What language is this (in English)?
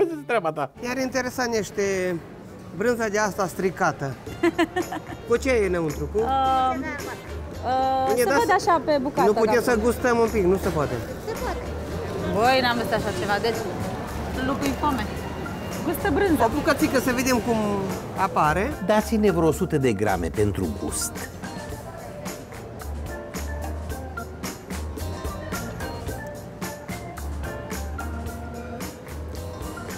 Romanian